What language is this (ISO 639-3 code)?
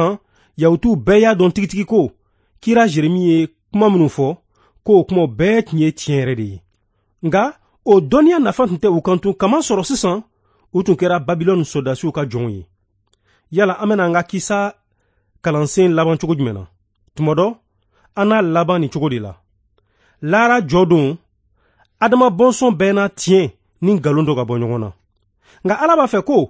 bam